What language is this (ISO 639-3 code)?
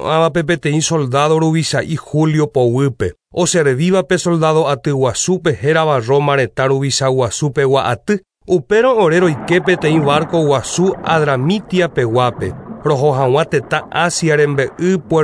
grn